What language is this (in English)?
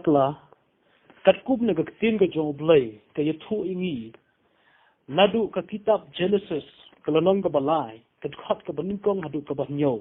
Khasi